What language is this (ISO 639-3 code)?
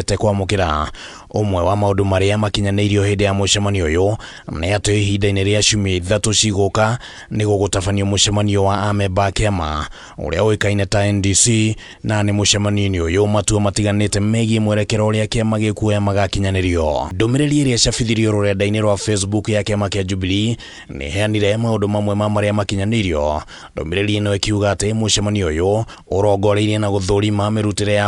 kik